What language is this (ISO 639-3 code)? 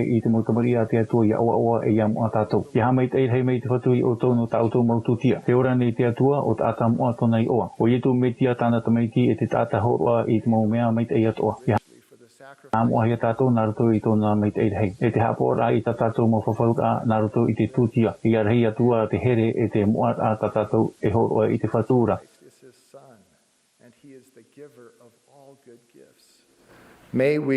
tah